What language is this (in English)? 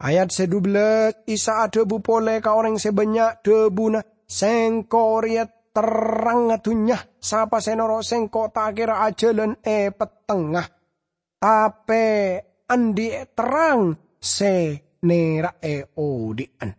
Madurese